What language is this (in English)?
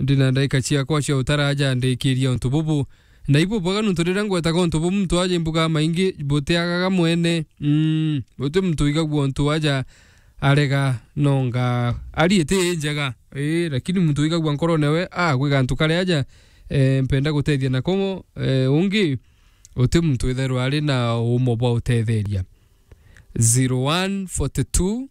Meru